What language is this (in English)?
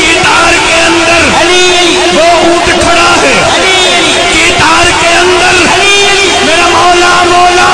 Saraiki